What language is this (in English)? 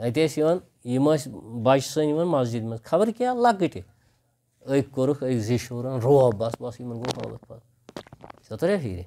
Kashmiri